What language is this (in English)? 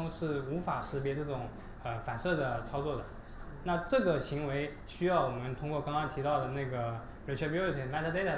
Chinese